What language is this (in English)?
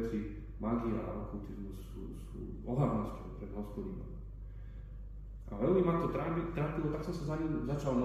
Slovak